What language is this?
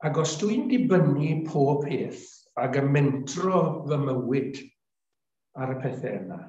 Welsh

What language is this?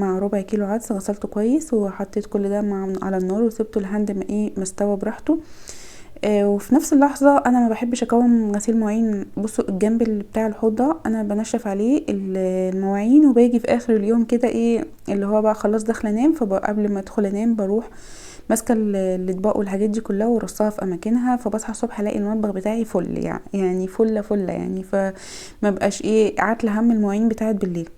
Egyptian Arabic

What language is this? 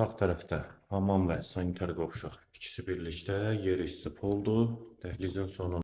Azerbaijani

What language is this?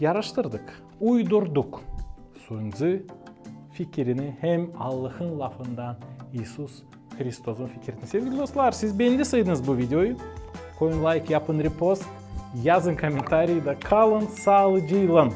Gagauz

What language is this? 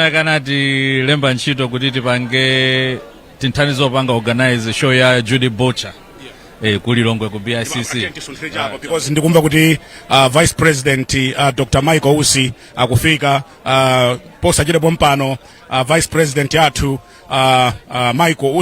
Nyanja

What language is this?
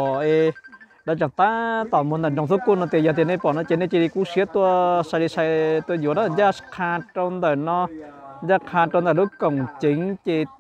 Hmong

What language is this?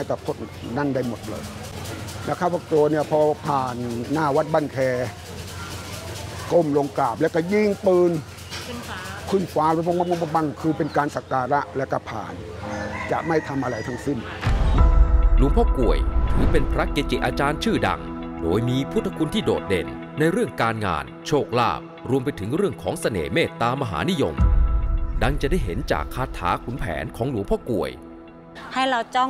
Thai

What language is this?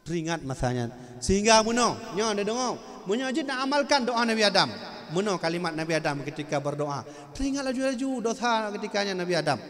Achinese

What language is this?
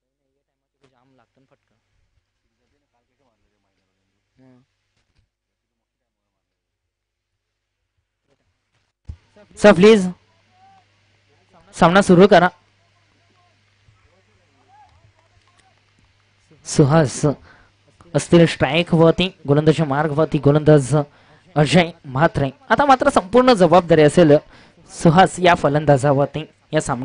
Marathi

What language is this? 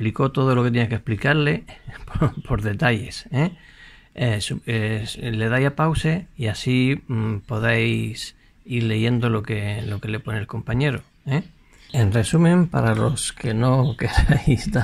Spanish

